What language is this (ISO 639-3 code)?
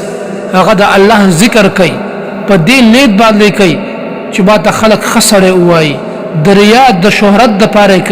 pus